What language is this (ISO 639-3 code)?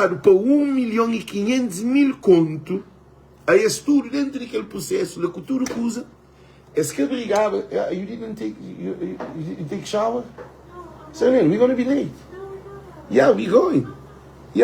kea